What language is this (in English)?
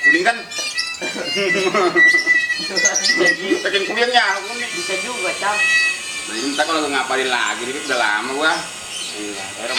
Betawi